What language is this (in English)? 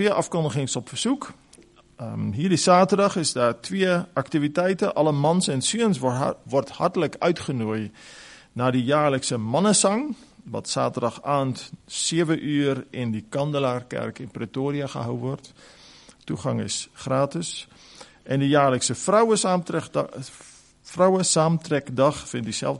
Afrikaans